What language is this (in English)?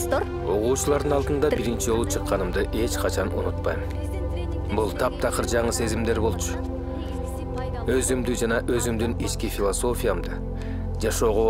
Kyrgyz